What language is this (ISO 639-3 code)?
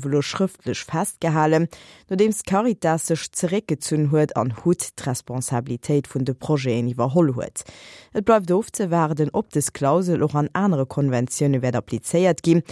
ltz